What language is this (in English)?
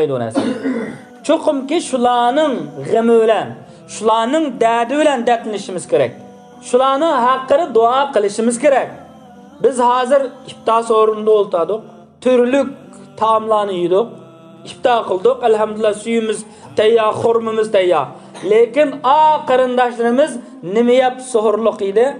Uyghur